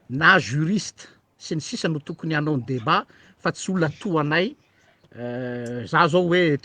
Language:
Malagasy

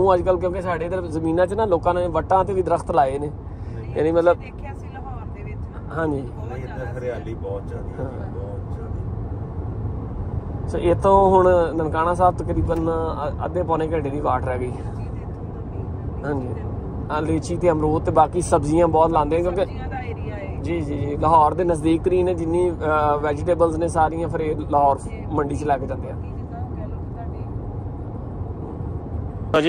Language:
Punjabi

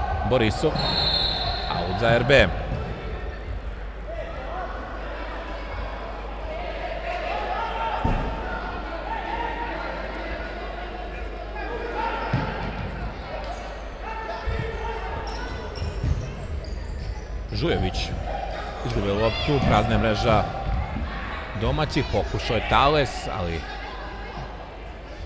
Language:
Serbian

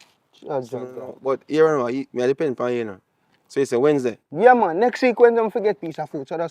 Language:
Jamaican Creole English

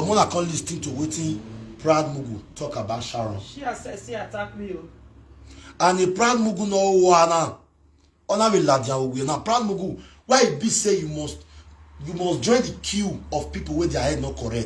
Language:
Nigerian Pidgin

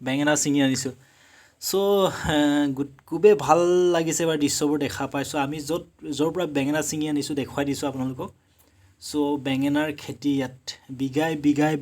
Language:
Assamese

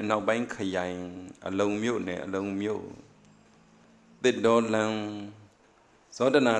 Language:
Burmese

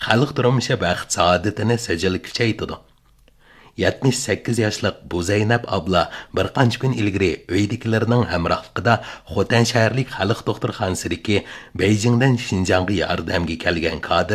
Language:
Uyghur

